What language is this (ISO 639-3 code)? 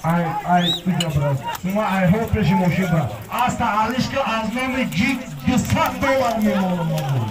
tgk